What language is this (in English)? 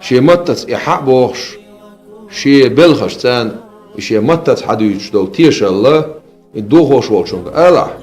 Chechen